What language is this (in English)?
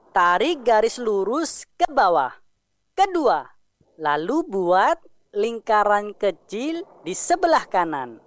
Indonesian